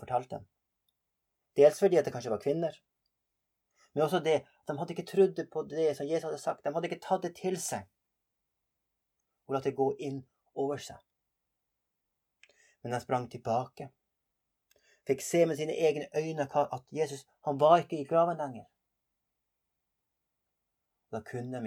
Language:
Norwegian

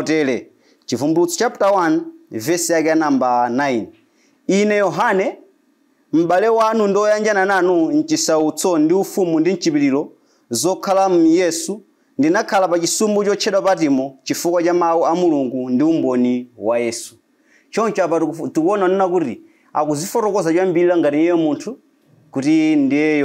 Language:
Nyanja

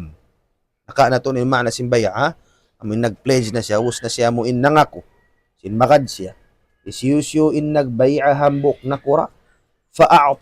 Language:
Tausug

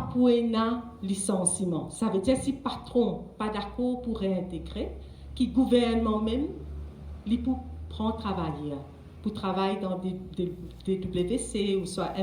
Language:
Morisyen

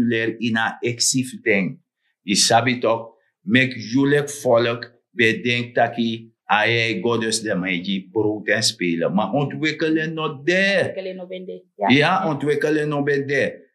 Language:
Sranan Tongo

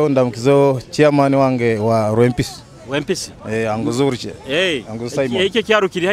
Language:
Nyoro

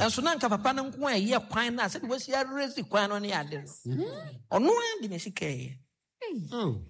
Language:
Akan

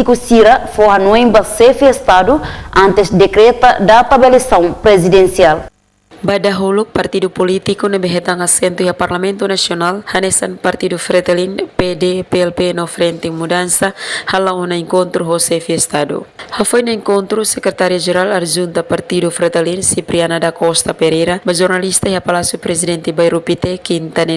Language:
Tetum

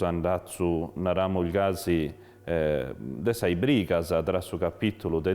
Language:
Sardinian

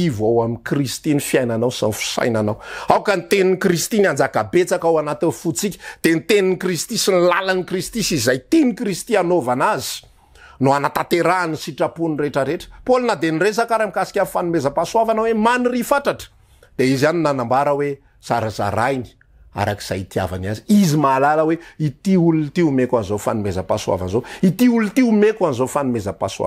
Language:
Malagasy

